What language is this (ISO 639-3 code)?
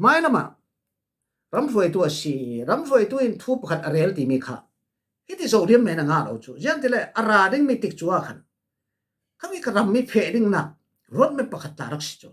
cfm